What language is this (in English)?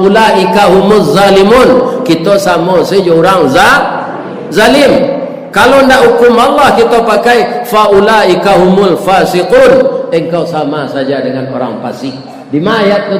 Minangkabau